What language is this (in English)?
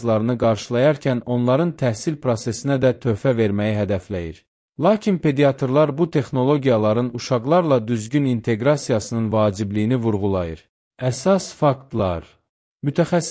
Azerbaijani